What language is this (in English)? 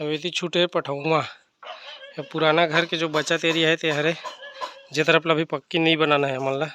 Chhattisgarhi